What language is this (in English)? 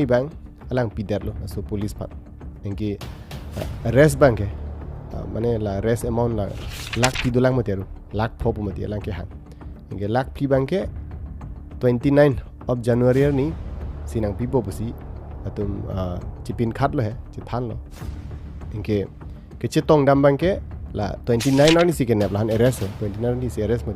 Karbi